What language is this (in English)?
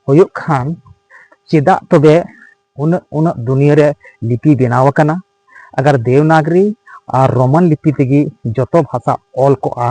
Santali